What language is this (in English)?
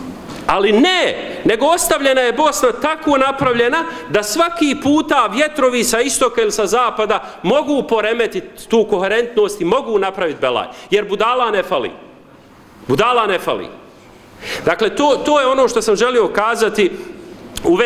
Bosnian